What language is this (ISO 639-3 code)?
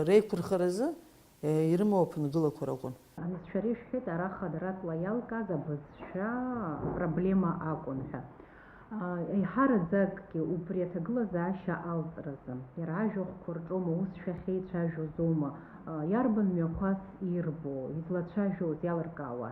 abk